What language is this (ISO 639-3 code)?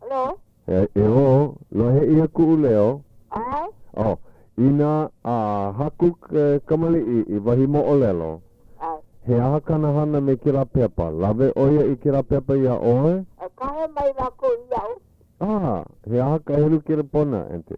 haw